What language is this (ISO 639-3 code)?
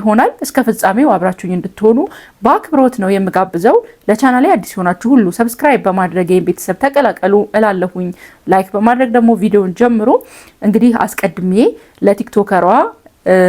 amh